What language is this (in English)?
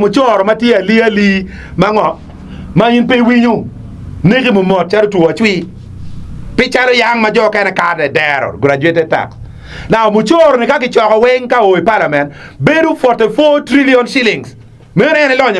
Acoli